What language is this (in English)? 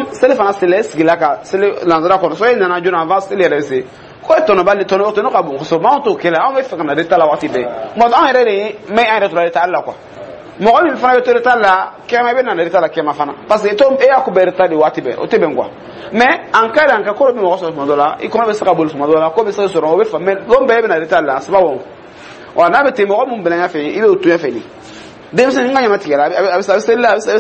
Dyula